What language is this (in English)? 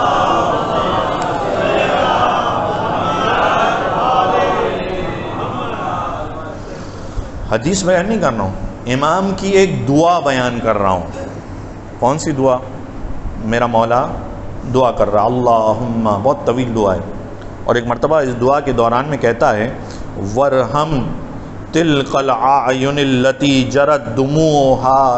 Urdu